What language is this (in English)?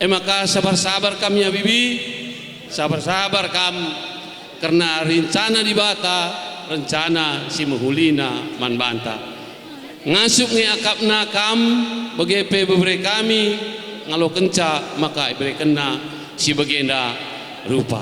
Batak Karo